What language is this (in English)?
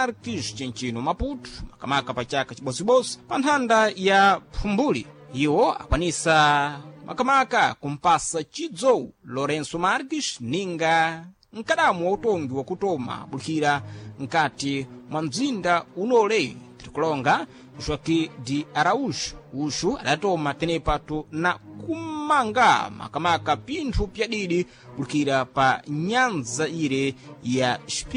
Sena